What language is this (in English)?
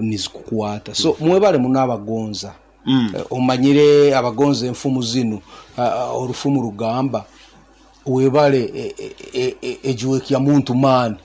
Nyankole